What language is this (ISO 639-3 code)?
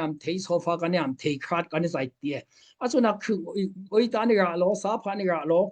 dao